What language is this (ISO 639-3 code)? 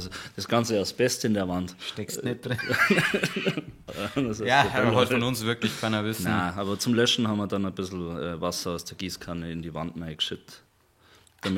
bar